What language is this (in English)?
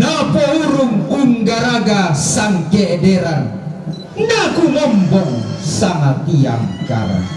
Toraja-Sa'dan